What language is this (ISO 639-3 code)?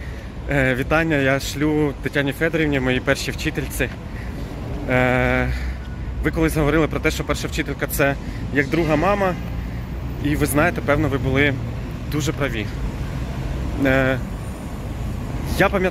ukr